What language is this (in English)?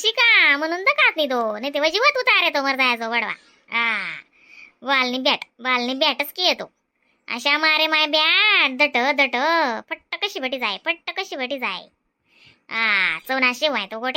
Khandesi